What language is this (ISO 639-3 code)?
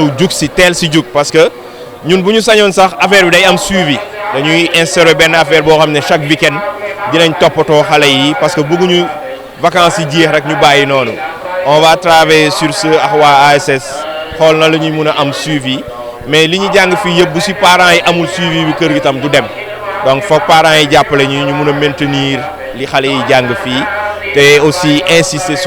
wol